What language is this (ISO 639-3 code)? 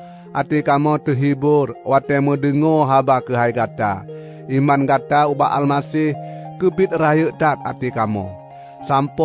ace